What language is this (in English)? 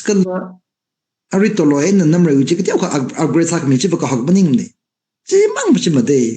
Tangkhul Naga (India)